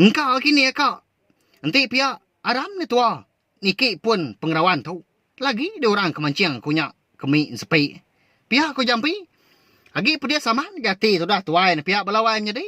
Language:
Iban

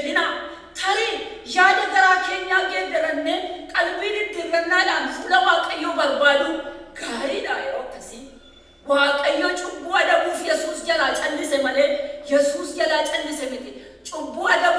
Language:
Oromo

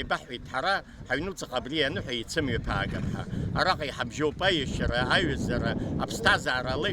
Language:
Abkhazian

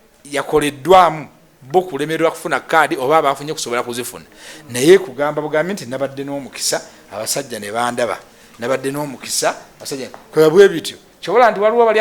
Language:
Ganda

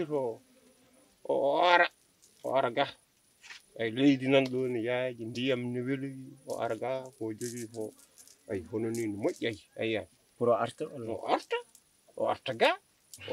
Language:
Fula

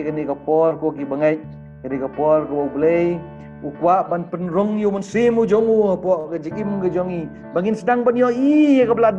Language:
Khasi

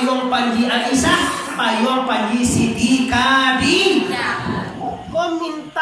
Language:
Minangkabau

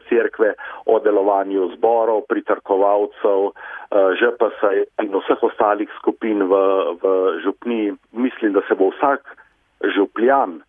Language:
Slovenian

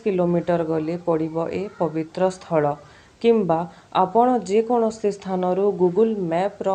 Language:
Odia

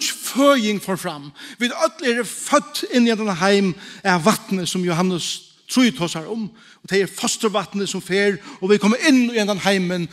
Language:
Faroese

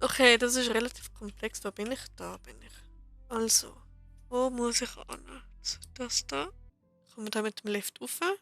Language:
Swiss German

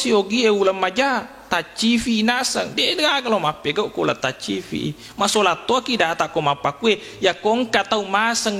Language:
Buginese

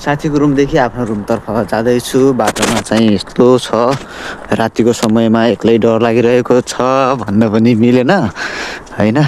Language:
Nepali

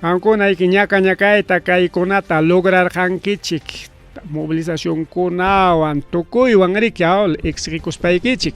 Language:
Ayacucho Quechua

